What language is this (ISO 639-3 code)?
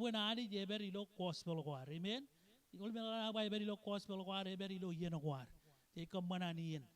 mah